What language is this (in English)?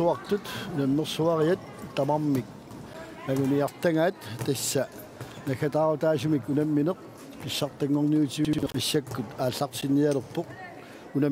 Kalaallisut